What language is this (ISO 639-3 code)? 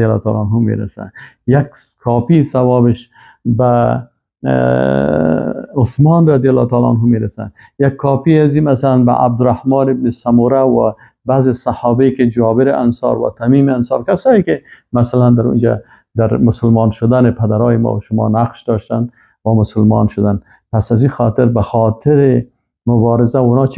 fas